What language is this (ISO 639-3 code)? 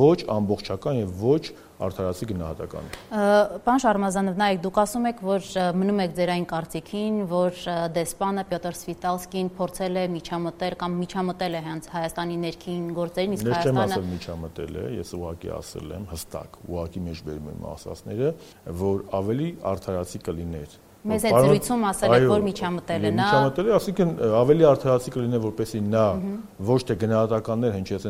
hye